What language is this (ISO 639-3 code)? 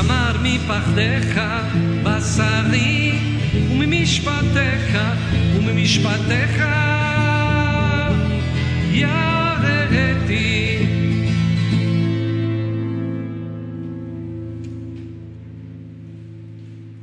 heb